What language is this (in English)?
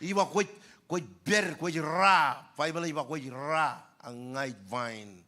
Marshallese